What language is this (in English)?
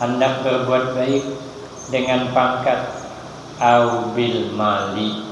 Banjar